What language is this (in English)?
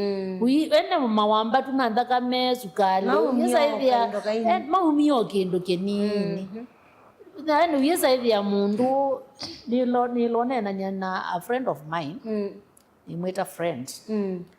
Kamba